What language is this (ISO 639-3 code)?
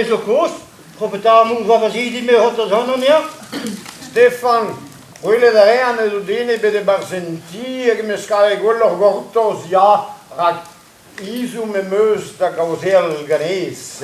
bre